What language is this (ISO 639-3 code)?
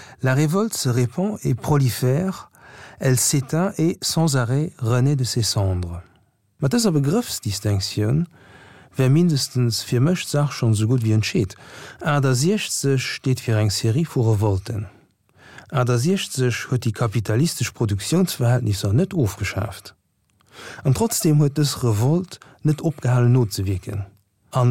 ltz